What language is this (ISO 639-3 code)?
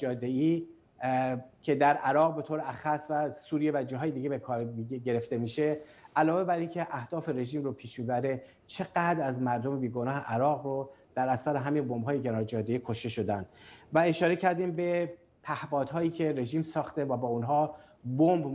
fas